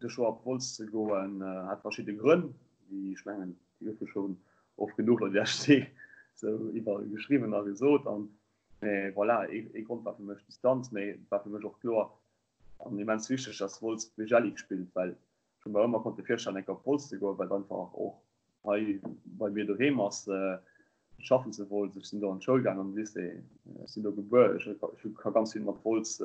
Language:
Luxembourgish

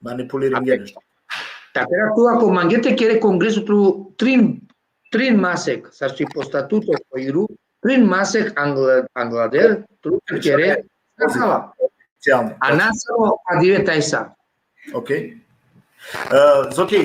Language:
Balkan Romani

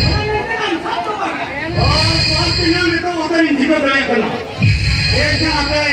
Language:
Santali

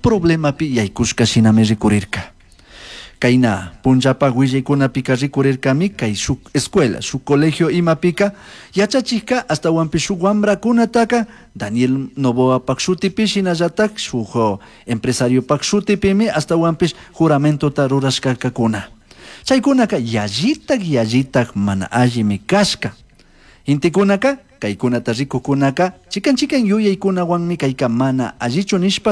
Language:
Chimborazo Highland Quichua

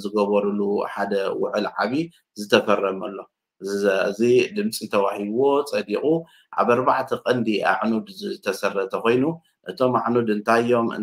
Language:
Tigrinya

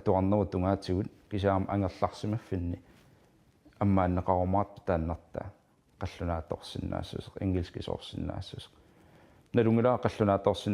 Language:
Kalaallisut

